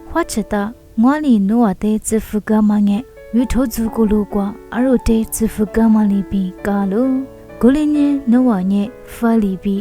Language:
Lisu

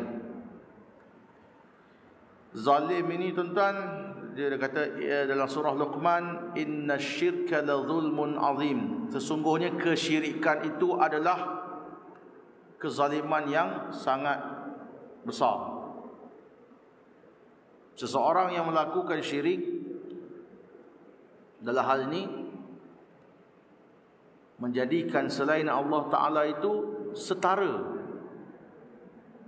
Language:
Malay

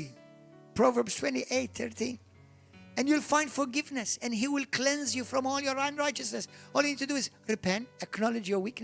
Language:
English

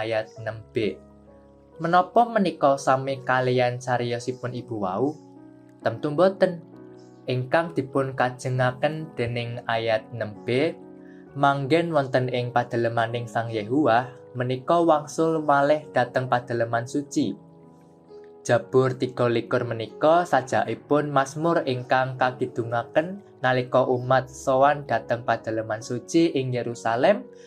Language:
Javanese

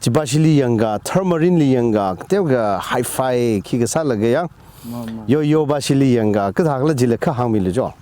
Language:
Tangkhul Naga (India)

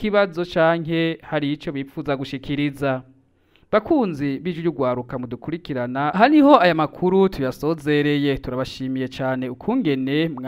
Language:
Rundi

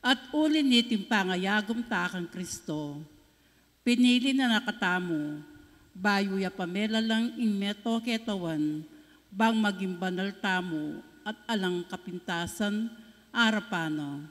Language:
Pampanga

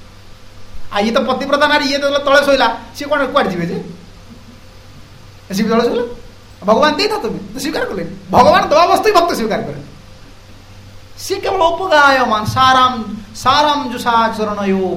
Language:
Odia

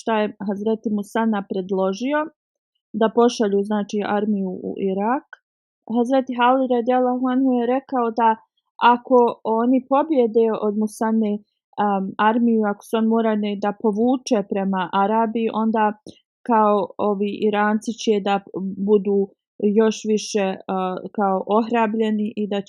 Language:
Bosnian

